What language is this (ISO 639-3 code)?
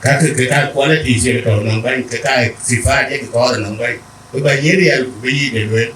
din